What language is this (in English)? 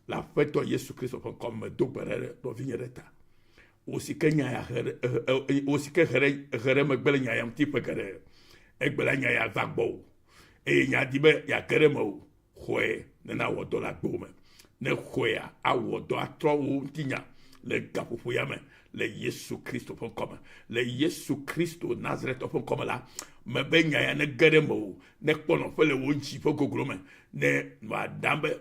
Ewe